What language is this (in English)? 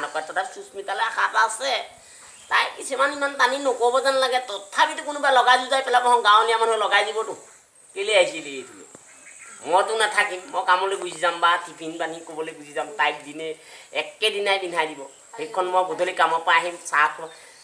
Assamese